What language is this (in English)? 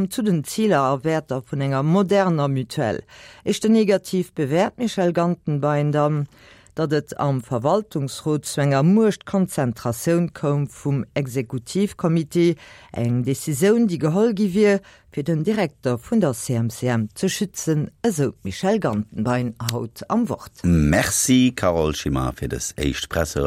Luxembourgish